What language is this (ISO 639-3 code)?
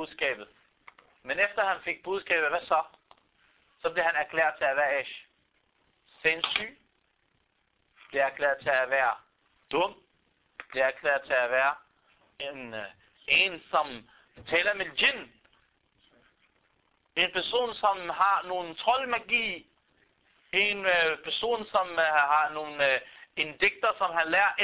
dan